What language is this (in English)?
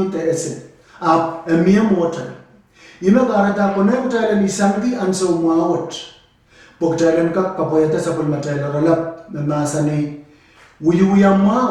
Pohnpeian